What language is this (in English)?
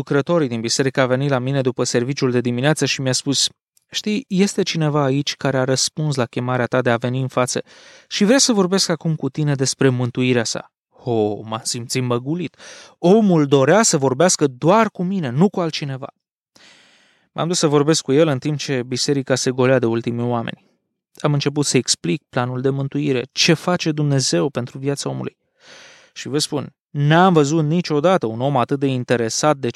Romanian